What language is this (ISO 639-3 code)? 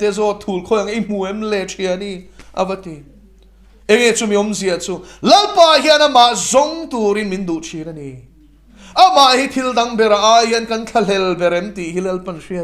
lus